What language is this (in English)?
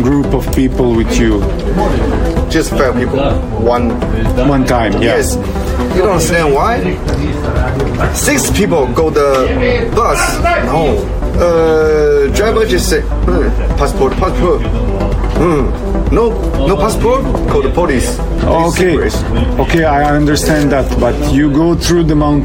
Bosnian